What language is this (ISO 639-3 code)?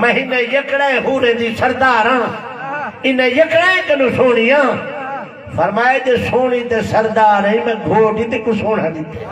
skr